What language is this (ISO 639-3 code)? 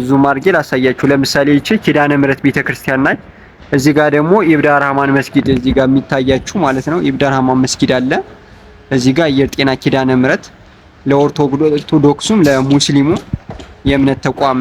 amh